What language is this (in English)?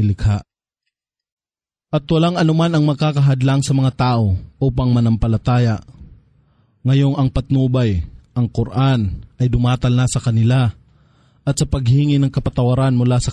Filipino